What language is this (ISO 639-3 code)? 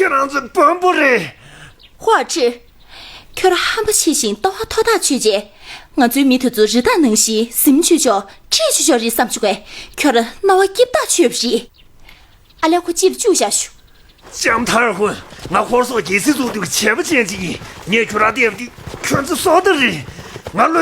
bod